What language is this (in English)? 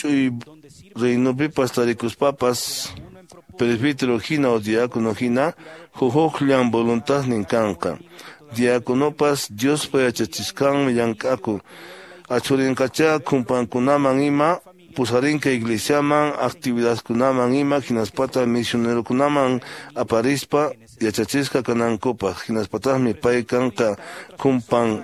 Quechua